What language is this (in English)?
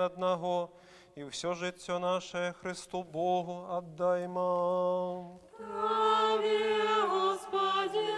Belarusian